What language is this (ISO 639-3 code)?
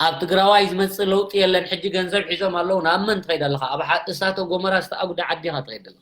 tir